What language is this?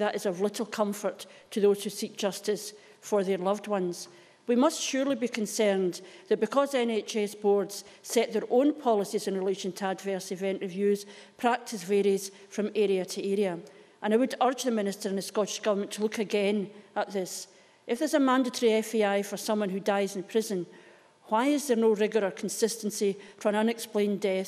English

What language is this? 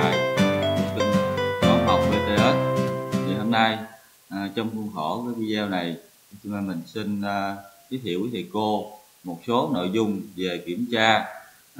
Vietnamese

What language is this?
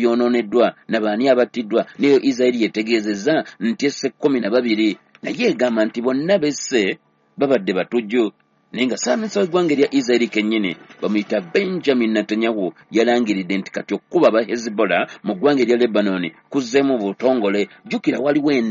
Ganda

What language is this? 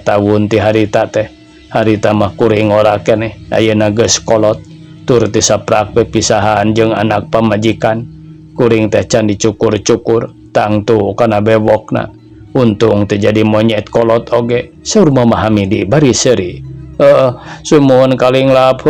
Sundanese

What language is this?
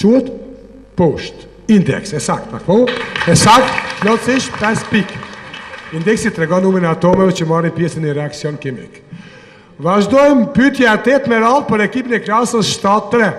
Albanian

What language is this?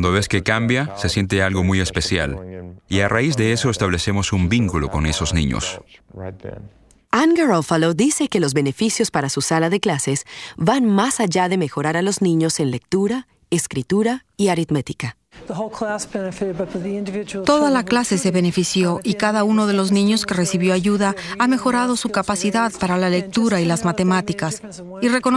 Spanish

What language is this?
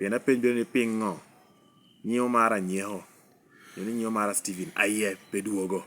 Lango (Uganda)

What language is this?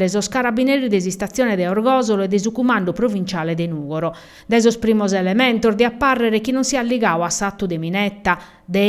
Sardinian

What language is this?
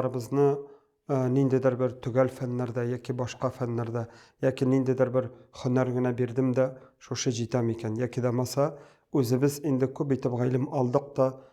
Tatar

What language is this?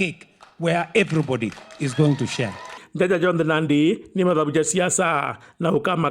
Meru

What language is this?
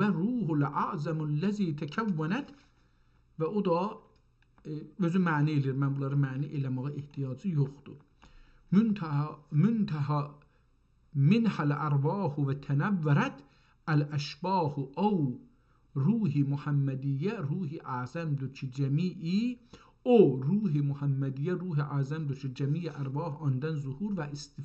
South Azerbaijani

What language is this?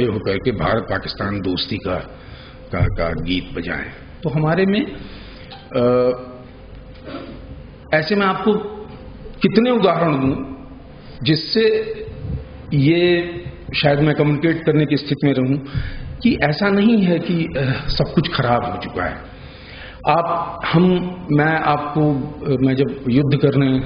Hindi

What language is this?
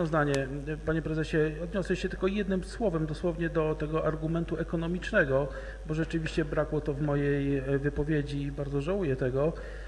Polish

